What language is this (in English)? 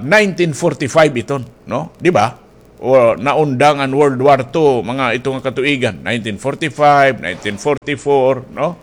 Waray